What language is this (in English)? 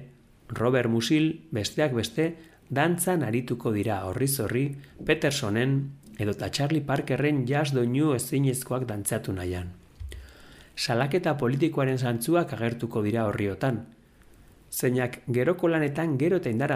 Basque